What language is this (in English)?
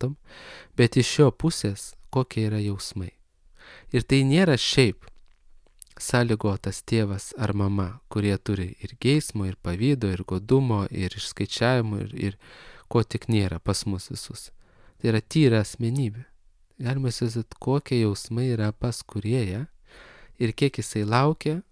Lithuanian